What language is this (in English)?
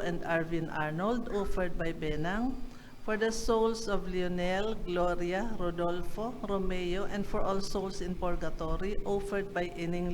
Bikol